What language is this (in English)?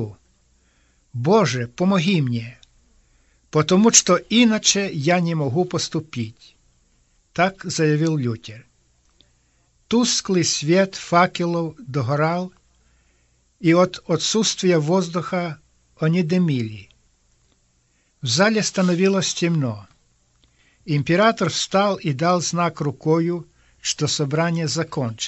Russian